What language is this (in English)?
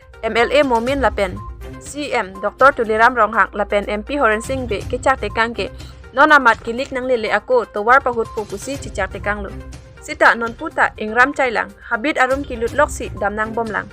Karbi